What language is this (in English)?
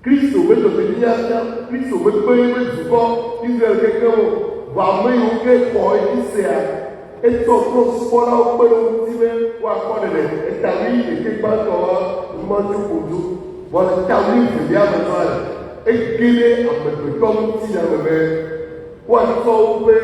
Ewe